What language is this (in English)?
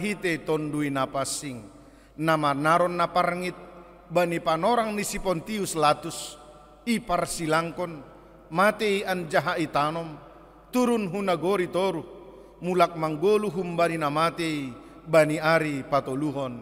Batak Simalungun